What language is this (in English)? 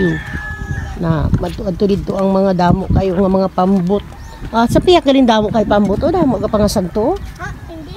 Hiligaynon